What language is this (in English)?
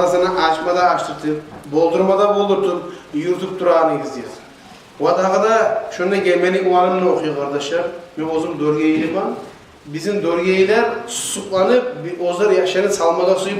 Kumyk